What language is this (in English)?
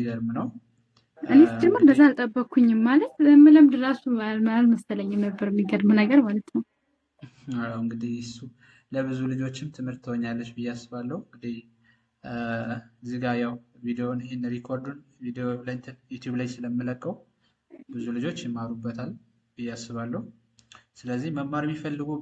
Amharic